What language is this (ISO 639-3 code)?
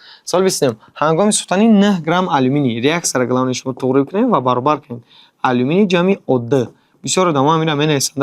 tgk